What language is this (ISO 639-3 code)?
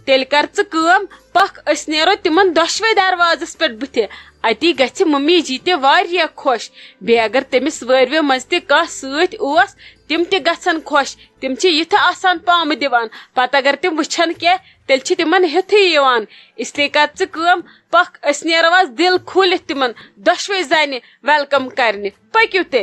kas